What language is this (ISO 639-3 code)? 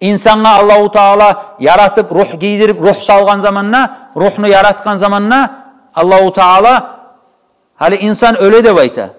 kum